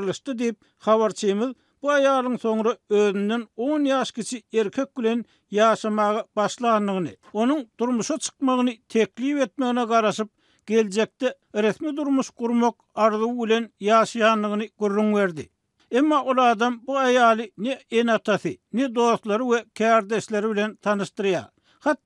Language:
Turkmen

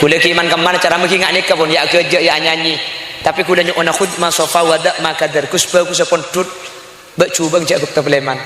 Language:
Madurese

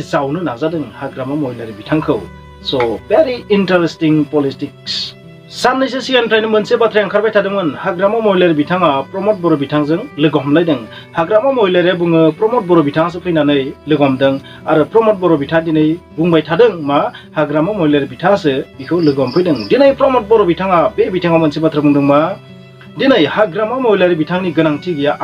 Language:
Bodo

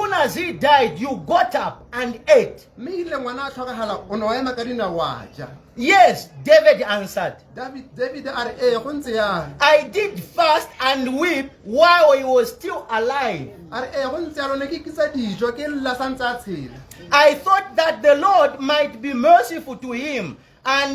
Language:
Tswana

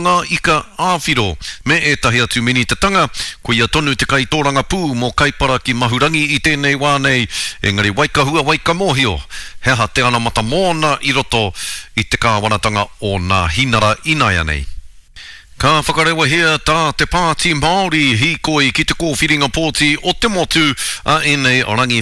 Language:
Māori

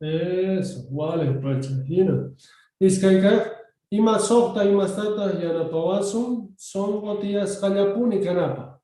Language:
South Bolivian Quechua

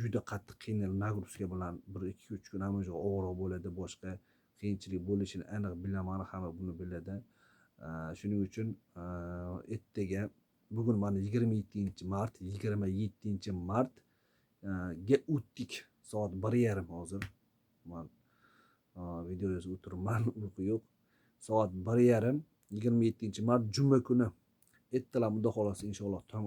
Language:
Uzbek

